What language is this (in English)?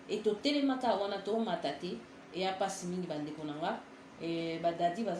Lingala